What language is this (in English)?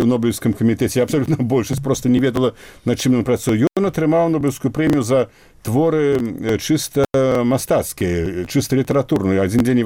Belarusian